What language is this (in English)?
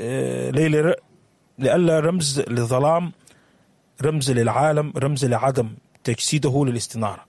Sudanese Arabic